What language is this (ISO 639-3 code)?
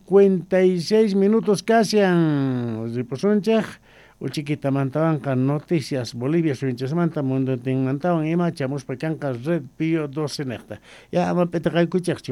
quh